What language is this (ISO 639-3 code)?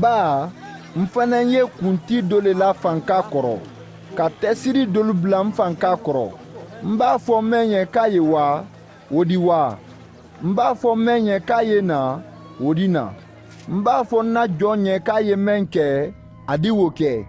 man